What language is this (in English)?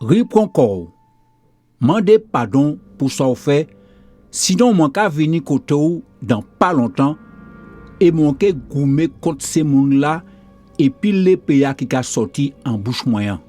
Guadeloupean Creole French